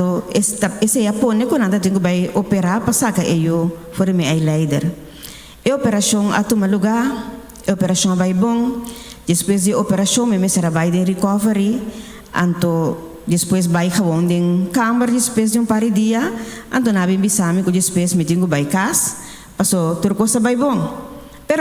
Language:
Papiamento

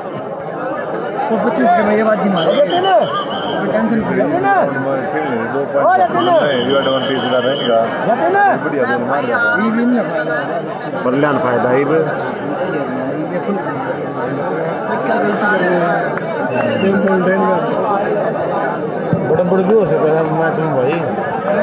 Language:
Hindi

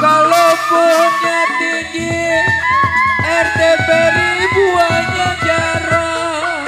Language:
Betawi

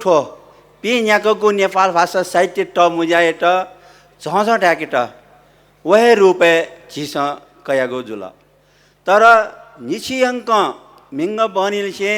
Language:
Newari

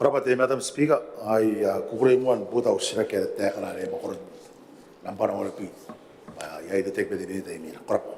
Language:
Gilbertese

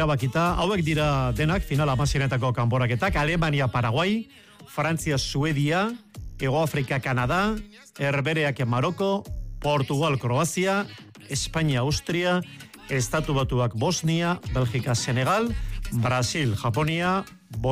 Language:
Basque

